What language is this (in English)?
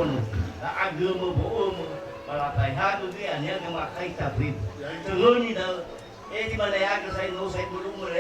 Nias